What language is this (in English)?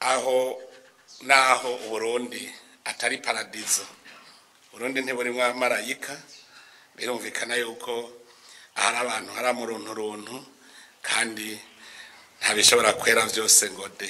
Rundi